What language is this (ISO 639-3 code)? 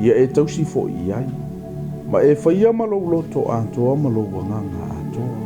smo